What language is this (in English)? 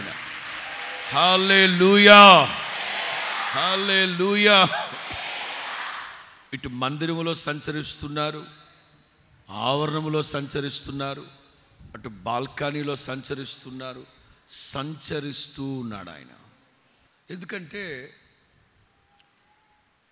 Telugu